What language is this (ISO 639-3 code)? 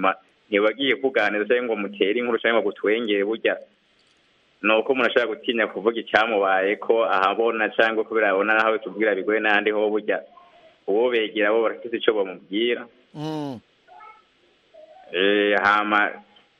kin